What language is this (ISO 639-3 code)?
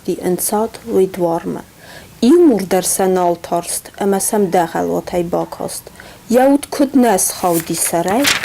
oss